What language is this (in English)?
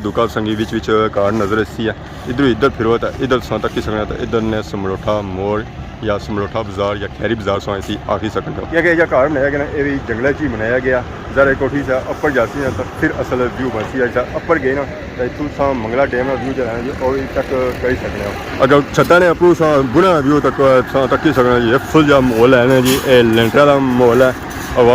Pahari-Potwari